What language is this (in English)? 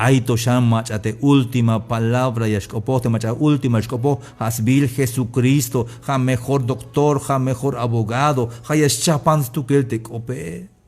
Tzeltal